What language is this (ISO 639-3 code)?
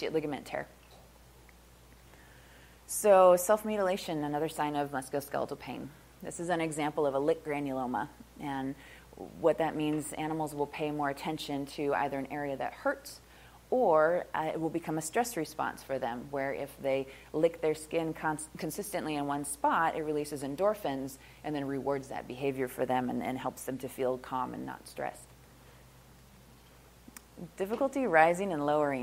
eng